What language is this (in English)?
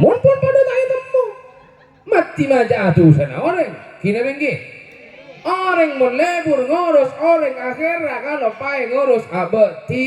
Madurese